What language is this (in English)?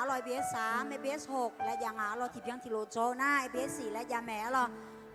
Akha